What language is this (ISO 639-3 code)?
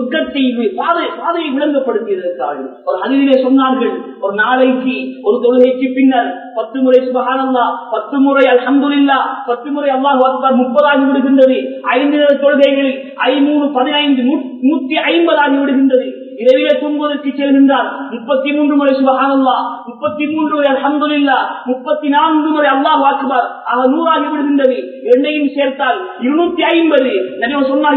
tam